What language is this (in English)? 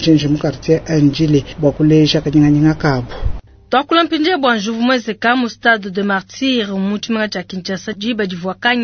Luba-Lulua